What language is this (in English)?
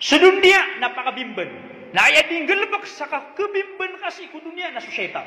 Maranao